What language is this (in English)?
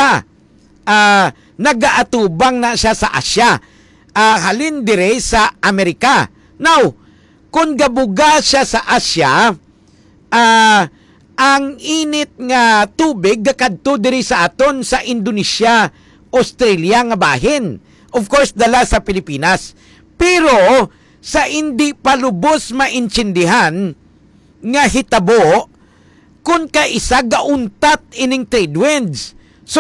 Hiligaynon